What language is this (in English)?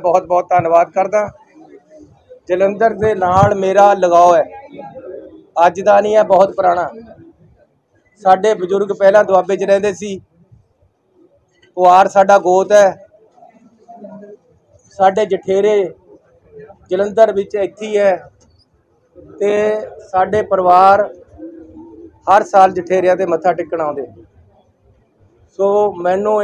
Punjabi